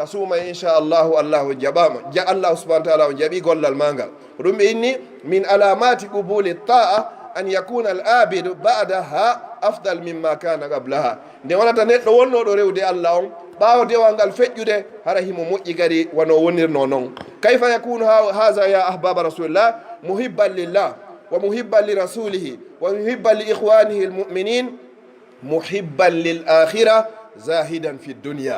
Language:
Pular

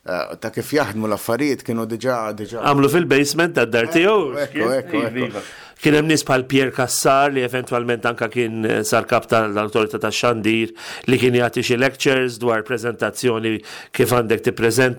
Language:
Maltese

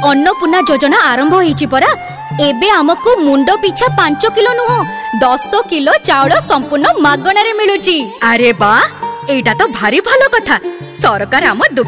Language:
Odia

